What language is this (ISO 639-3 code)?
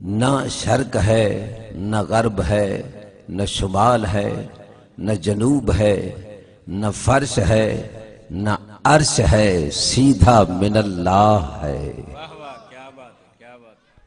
skr